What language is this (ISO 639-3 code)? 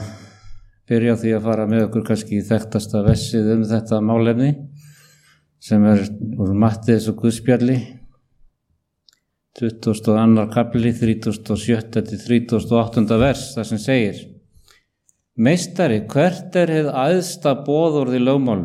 isl